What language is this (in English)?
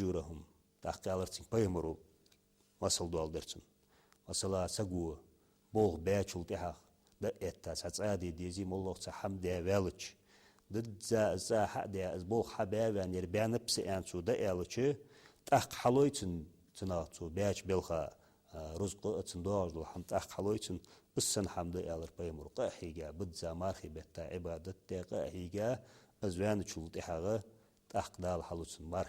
Ingush